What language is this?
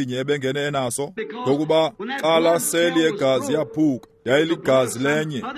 Xhosa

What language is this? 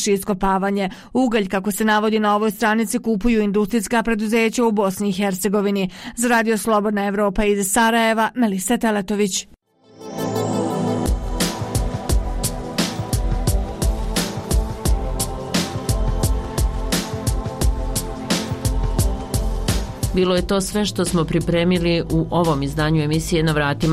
Bosnian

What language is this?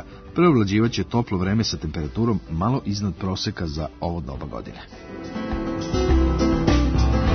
Serbian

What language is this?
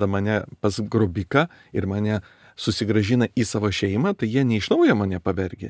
Lithuanian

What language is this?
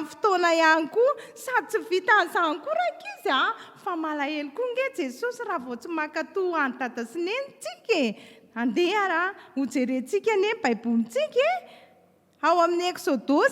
Malagasy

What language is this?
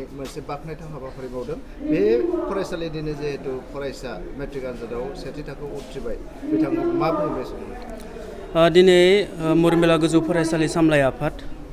Bodo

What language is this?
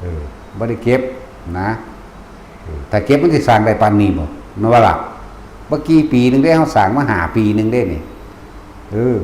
Northeastern Thai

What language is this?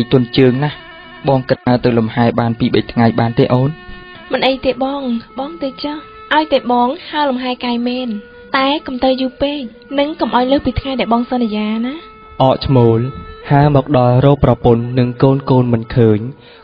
Khmer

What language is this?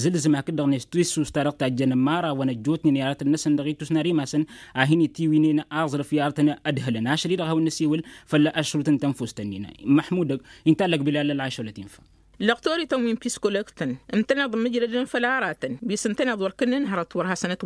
Tamasheq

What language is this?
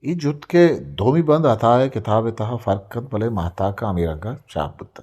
Eastern Balochi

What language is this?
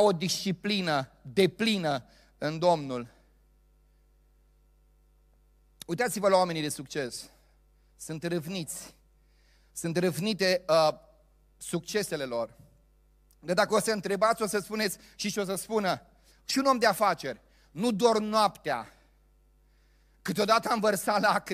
Romanian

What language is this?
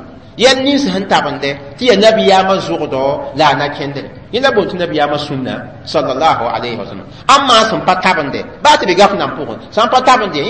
Mossi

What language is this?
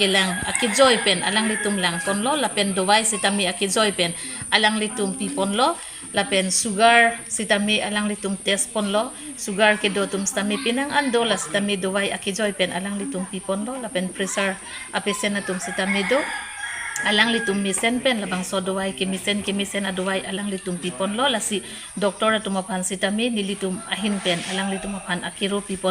Karbi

